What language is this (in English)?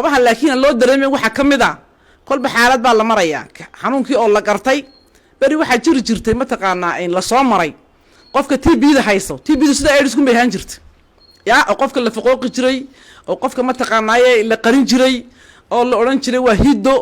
Somali